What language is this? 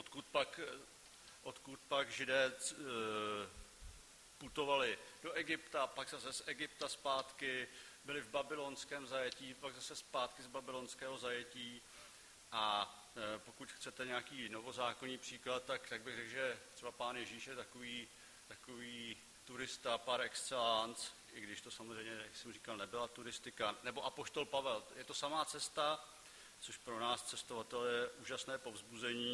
Czech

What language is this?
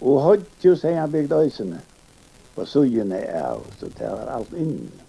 Faroese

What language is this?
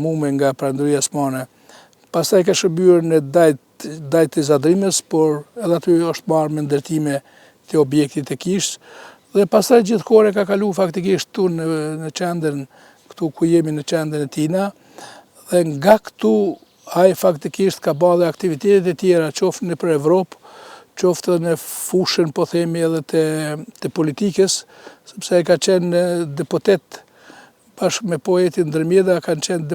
Albanian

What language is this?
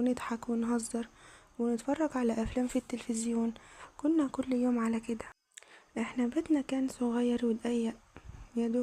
Egyptian Arabic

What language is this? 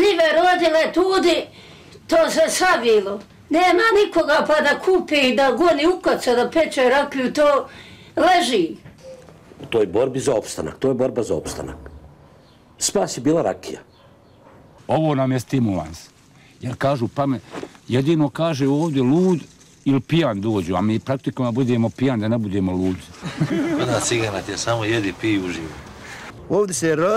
Bosnian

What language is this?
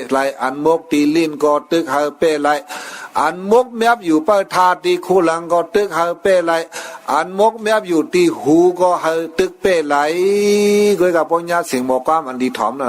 Shan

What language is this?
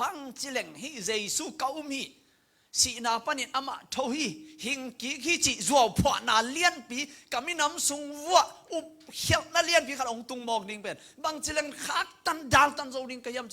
Tedim Chin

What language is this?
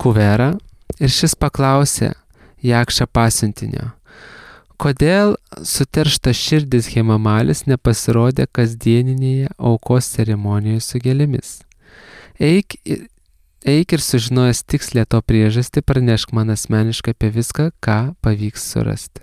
Lithuanian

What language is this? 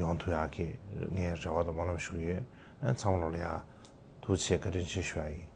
Tibetan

